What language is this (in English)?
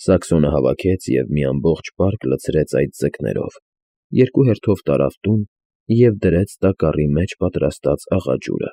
Armenian